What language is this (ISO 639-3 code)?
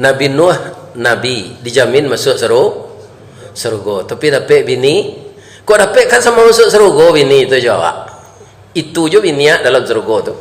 min